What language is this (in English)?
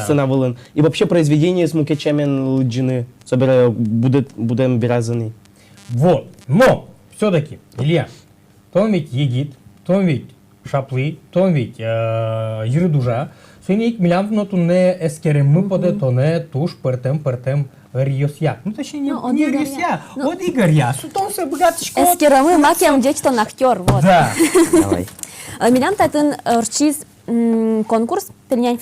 Udmurt